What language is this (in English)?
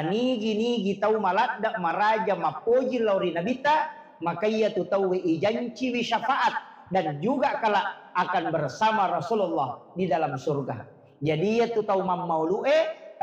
Buginese